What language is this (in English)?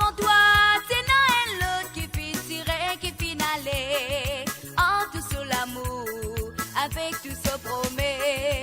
Morisyen